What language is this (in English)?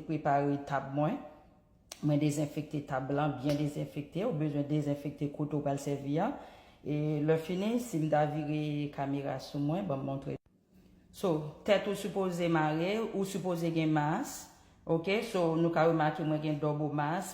Haitian Creole